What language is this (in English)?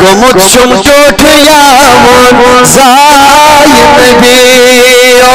Kashmiri